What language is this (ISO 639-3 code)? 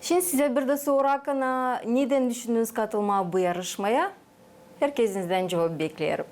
gag